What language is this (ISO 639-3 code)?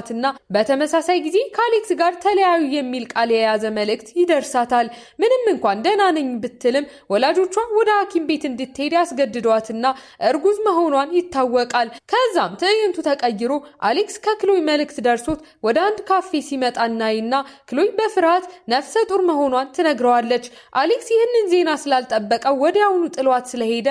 amh